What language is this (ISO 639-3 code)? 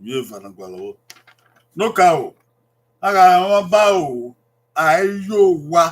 bin